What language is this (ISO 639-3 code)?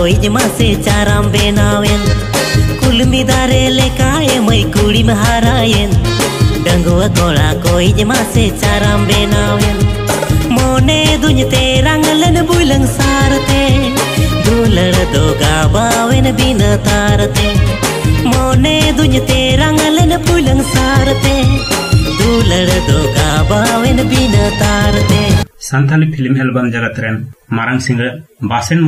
sat